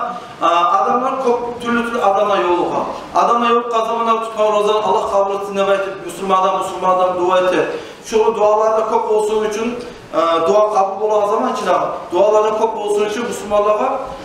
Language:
Kumyk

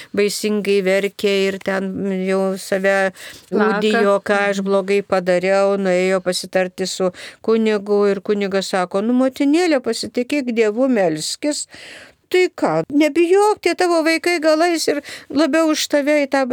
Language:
Lithuanian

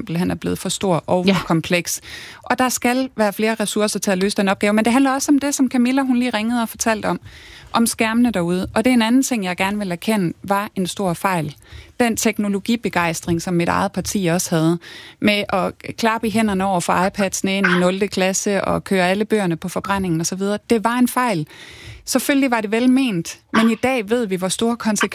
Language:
Danish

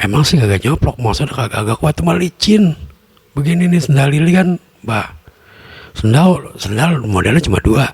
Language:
Betawi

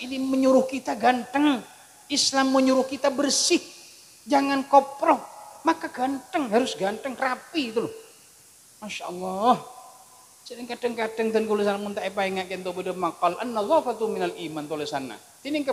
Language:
Madurese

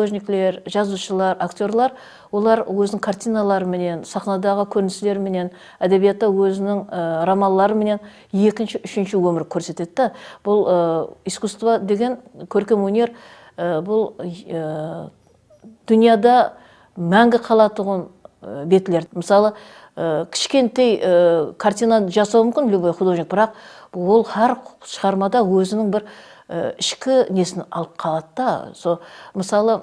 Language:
Kara-Kalpak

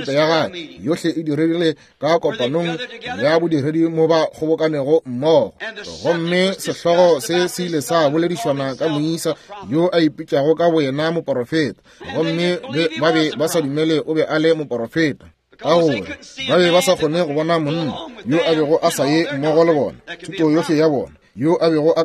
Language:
Northern Sotho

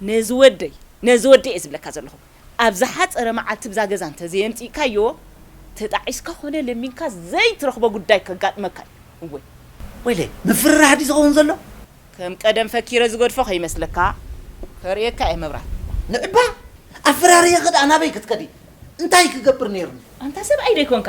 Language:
Tigrinya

